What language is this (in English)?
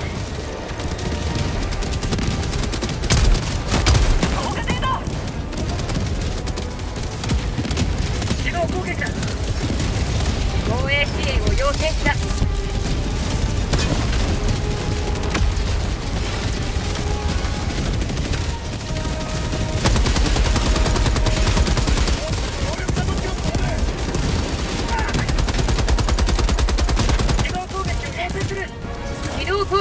Japanese